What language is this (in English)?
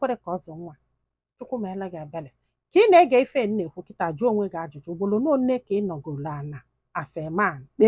Igbo